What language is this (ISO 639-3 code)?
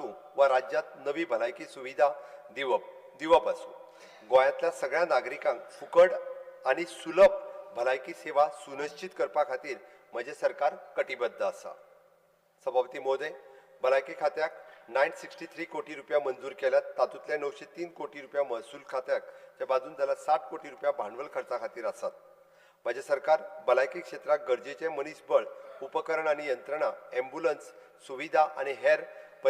kok